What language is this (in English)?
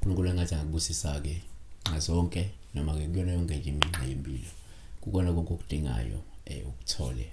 Zulu